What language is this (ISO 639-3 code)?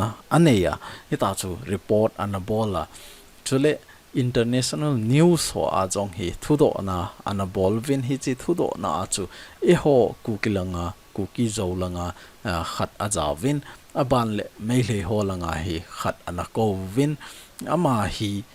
tcz